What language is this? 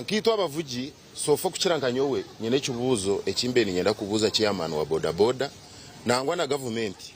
Nyankole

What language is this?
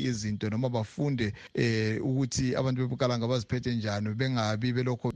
North Ndebele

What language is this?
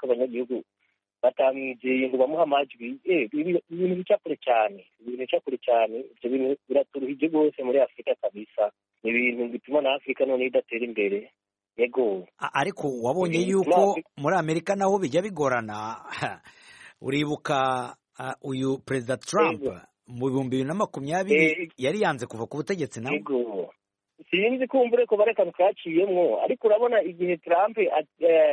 Kinyarwanda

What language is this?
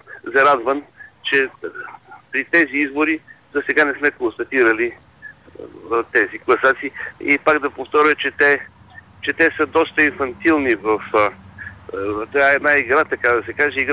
Bulgarian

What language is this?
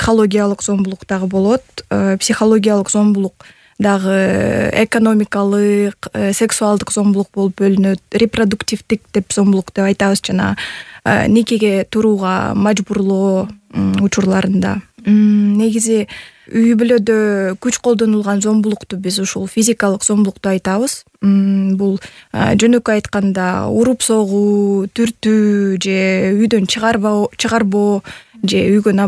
Kyrgyz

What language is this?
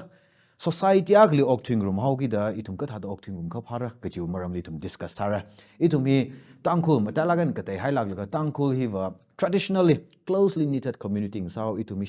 Tangkhul Naga (India)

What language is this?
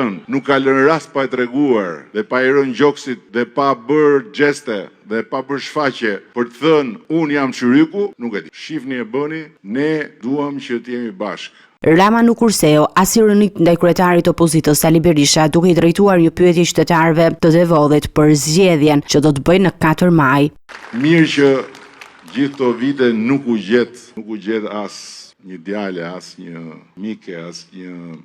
Albanian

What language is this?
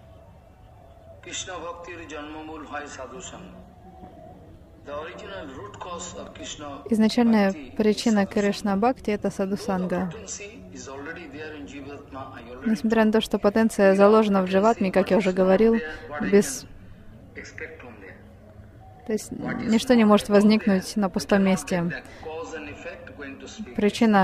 Russian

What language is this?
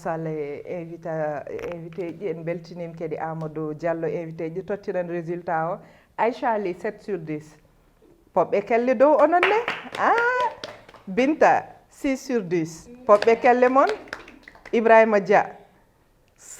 Fula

